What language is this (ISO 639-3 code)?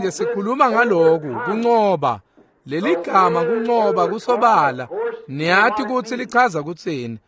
ssw